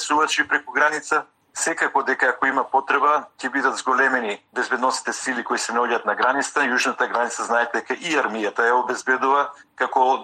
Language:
Macedonian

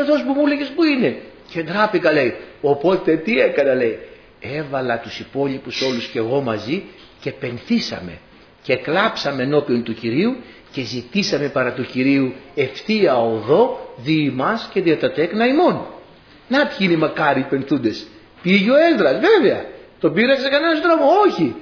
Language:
Greek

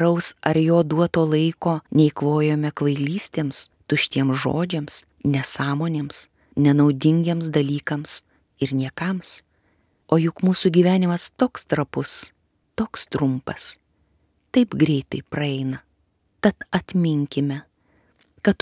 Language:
Lithuanian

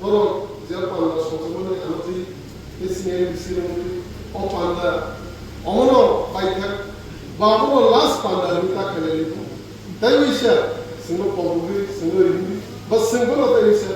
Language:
Kok Borok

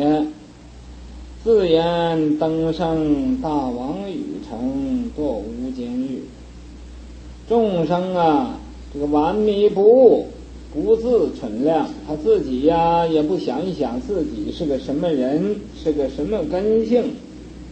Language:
Chinese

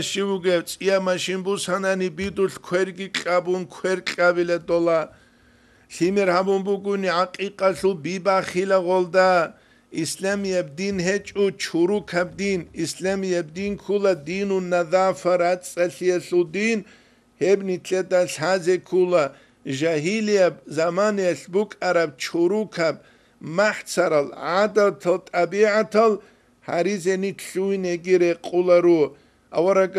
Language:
Avaric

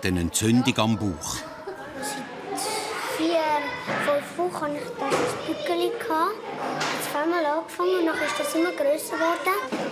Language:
Swiss German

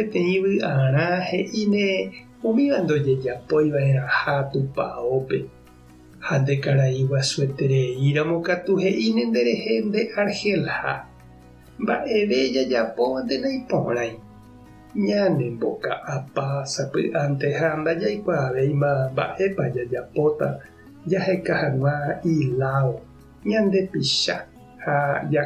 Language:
Guarani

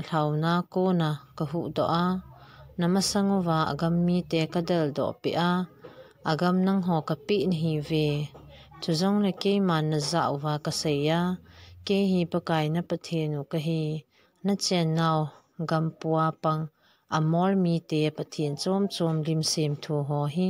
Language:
Thado Chin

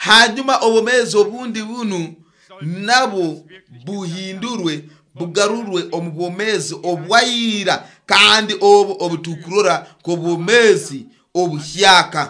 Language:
Nyoro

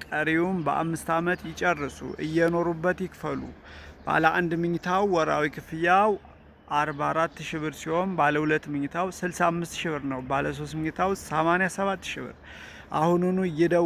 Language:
Amharic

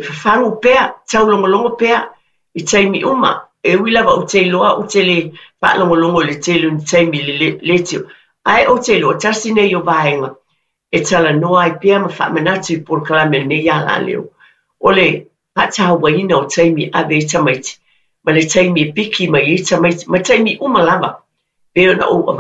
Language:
Samoan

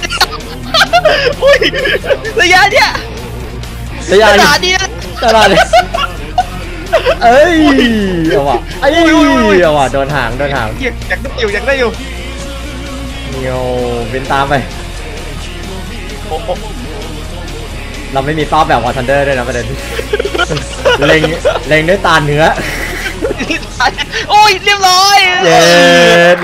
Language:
Thai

